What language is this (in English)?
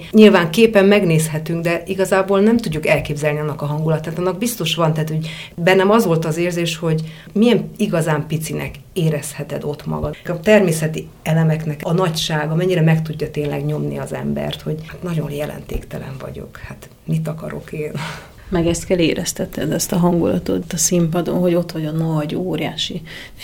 Hungarian